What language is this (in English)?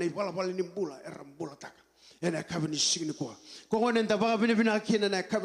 Fijian